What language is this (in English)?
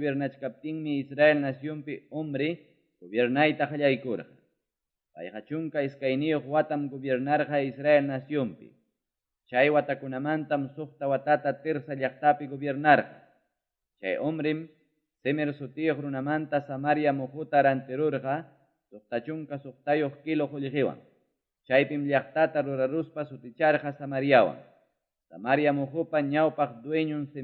Quechua